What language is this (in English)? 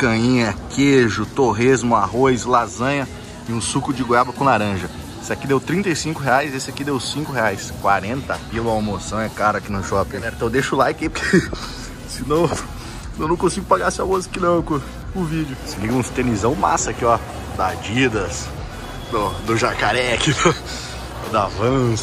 Portuguese